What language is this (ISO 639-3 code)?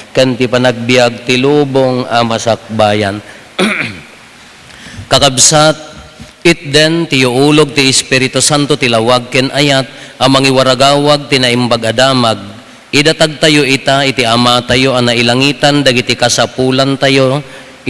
ilo